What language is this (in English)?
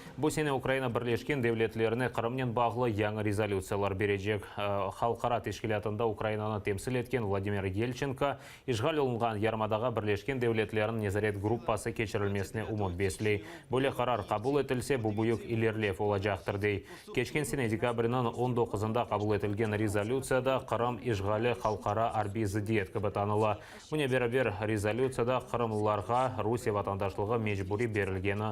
Crimean Tatar